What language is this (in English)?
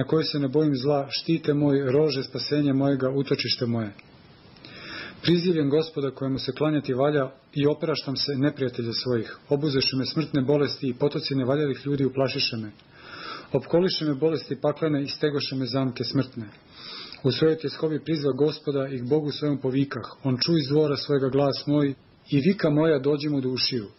Serbian